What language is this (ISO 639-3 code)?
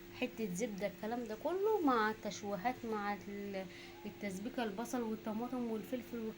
arz